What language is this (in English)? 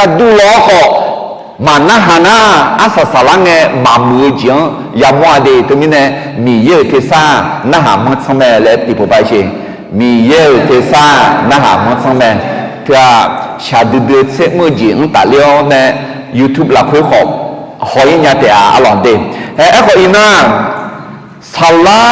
Akha